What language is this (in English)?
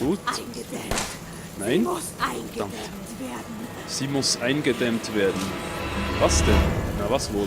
Swiss German